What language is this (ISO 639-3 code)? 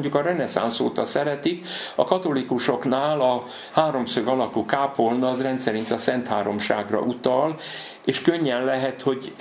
hun